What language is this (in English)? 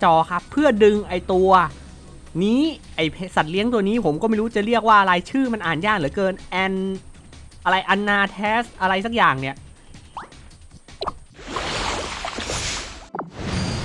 Thai